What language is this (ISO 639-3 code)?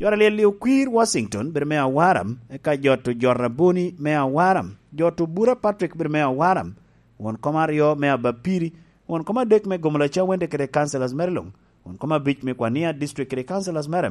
laj